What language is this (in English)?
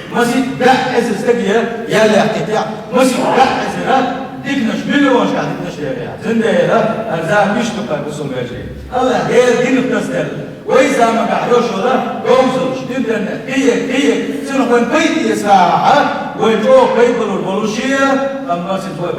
Chechen